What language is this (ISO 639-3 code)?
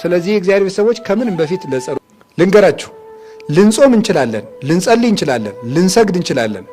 amh